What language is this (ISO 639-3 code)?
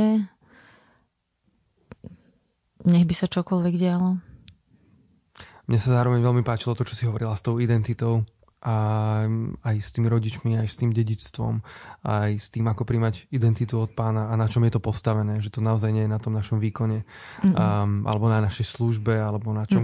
slk